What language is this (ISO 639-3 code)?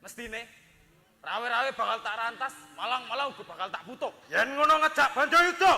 jav